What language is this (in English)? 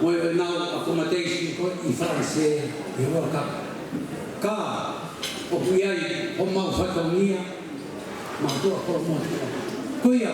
Tongan